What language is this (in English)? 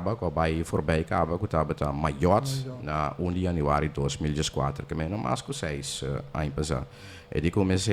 Papiamento